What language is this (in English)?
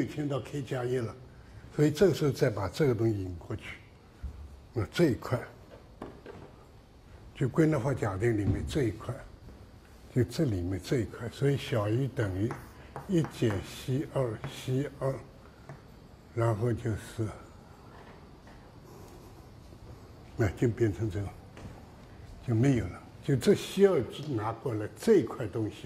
Chinese